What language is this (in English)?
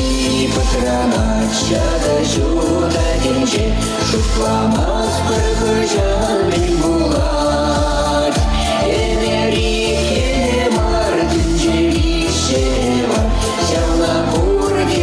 Chuvash